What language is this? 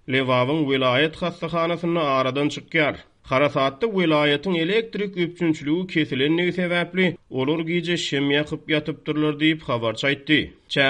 Turkmen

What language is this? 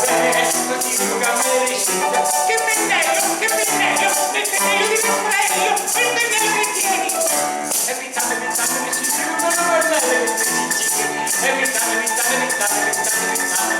Neapolitan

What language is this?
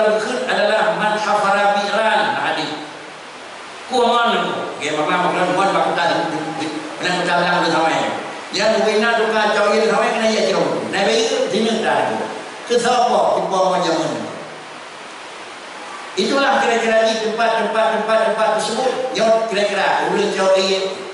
Malay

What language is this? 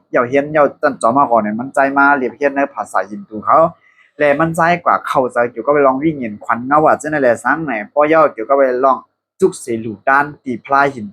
Shan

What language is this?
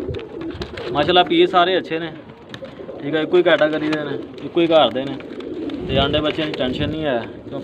Punjabi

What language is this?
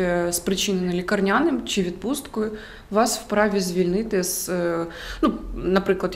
Ukrainian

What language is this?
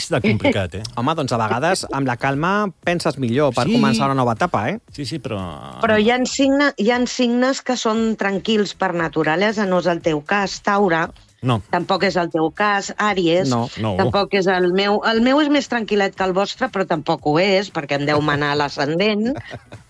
Catalan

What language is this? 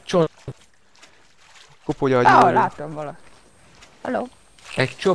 Hungarian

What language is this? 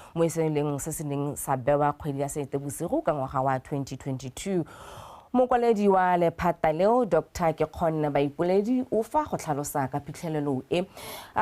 Tswana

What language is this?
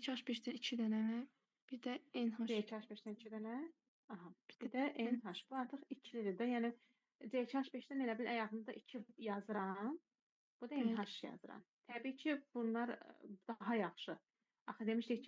Azerbaijani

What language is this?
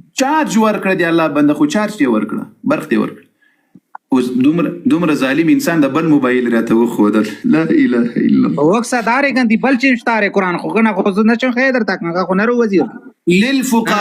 Pashto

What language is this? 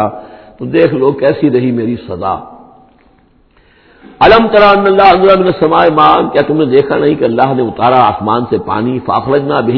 Urdu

